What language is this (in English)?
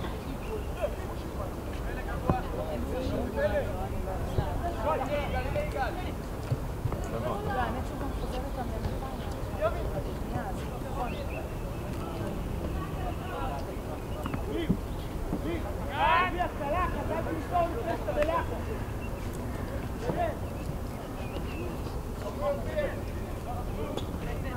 Hebrew